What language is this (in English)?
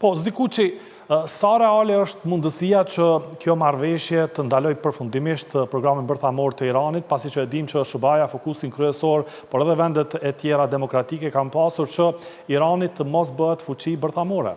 Albanian